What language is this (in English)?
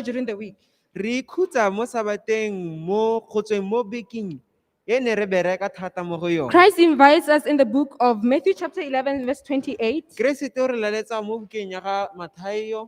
Tswana